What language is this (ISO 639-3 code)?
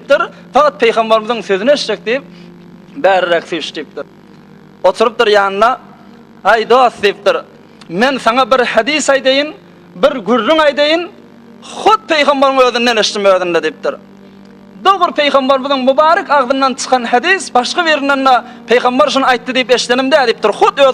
tuk